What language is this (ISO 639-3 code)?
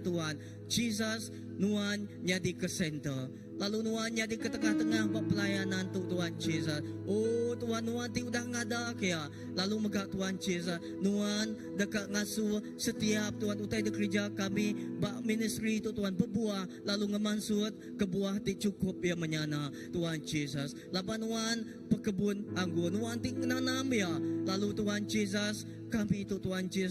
iba